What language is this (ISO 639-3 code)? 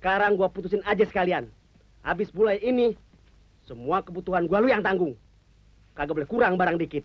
bew